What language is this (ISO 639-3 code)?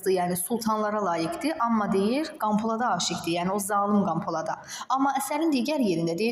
aze